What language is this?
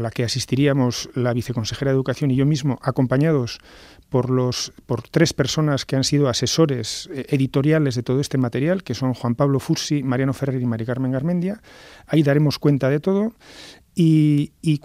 Spanish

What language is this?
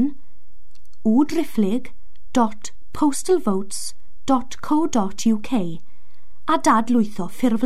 Welsh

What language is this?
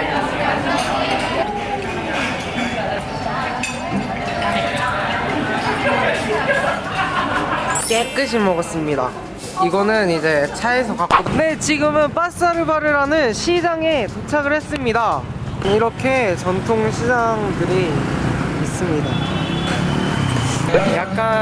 Korean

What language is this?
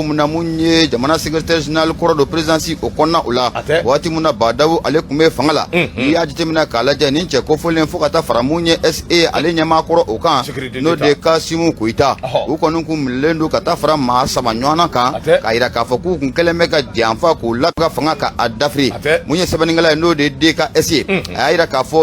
Bambara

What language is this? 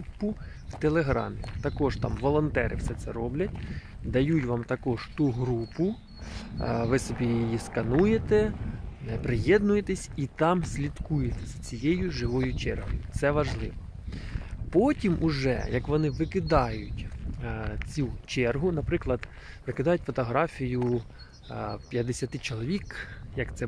Ukrainian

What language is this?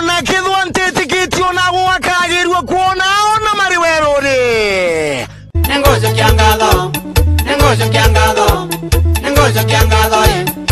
Meru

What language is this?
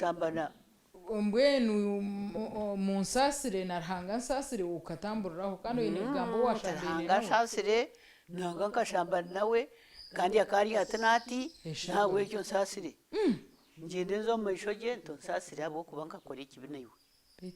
Nyankole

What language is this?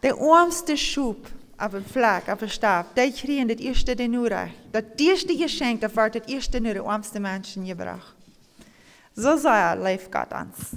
Plautdietsch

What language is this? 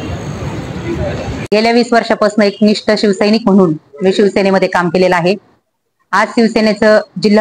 Marathi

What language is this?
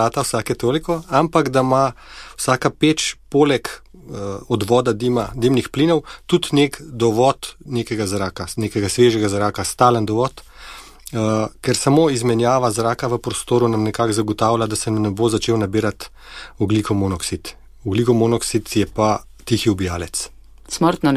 Slovenian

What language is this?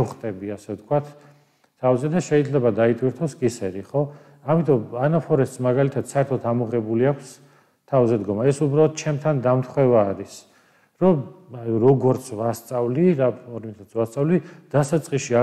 Georgian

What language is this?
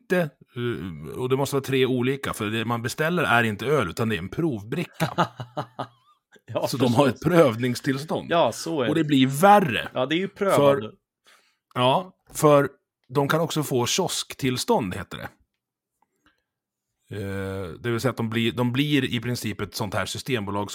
Swedish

